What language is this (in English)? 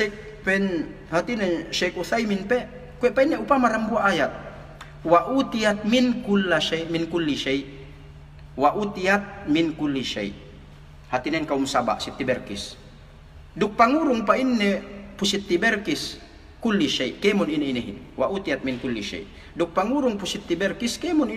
Yakan